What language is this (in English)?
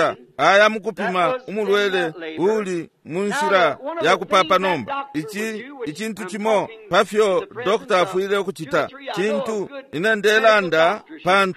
Bemba